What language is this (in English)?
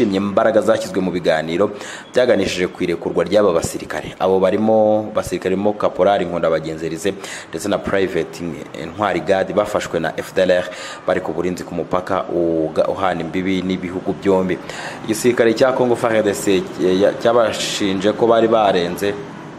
Kinyarwanda